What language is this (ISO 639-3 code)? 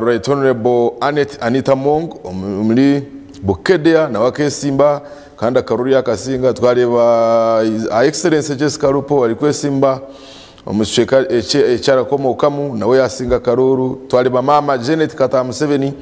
nyn